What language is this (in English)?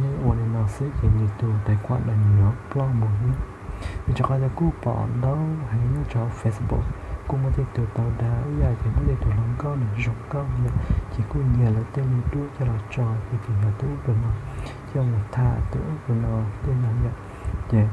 Hmong